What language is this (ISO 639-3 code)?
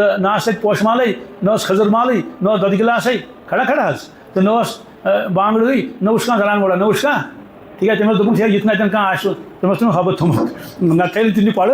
kas